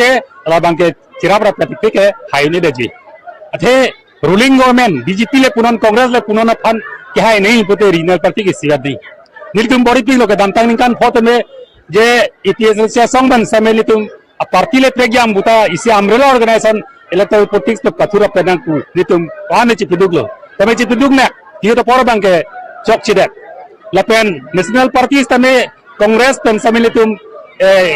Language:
Karbi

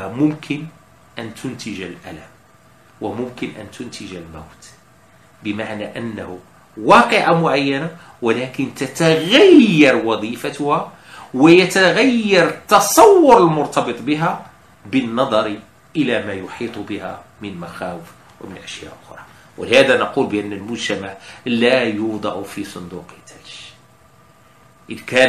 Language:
Arabic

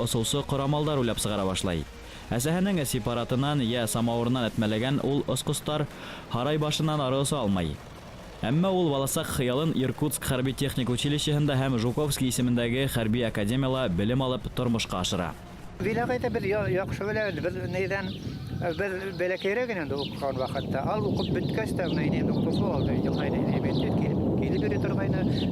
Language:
Bashkir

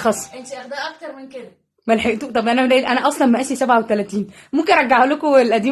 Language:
Egyptian Arabic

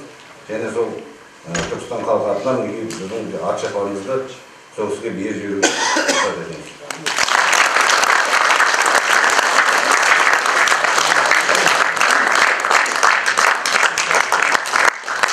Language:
Kazakh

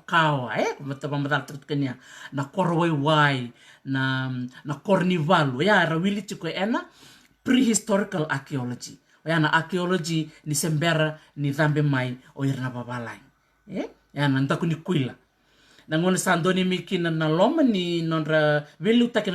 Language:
Fijian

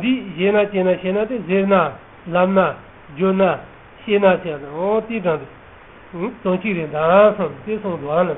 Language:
Tibetan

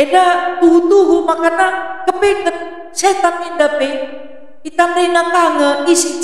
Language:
Batak Karo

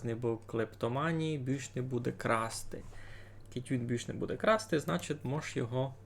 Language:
Rusyn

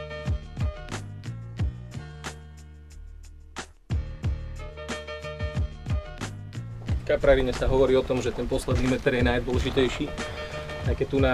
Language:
Slovak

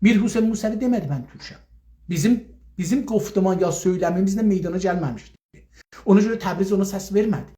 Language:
South Azerbaijani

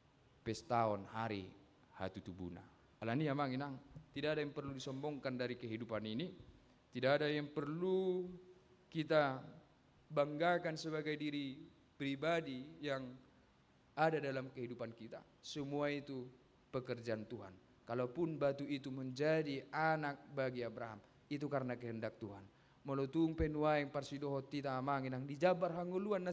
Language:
Batak Toba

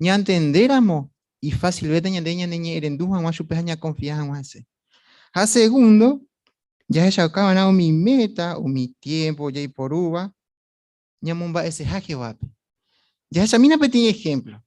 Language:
Guarani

